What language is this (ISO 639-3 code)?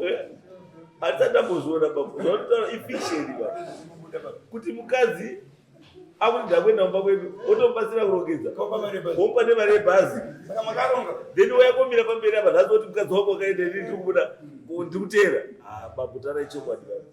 sna